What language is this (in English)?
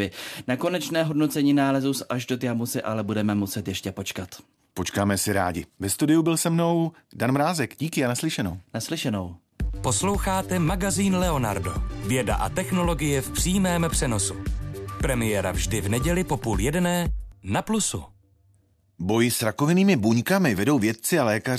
Czech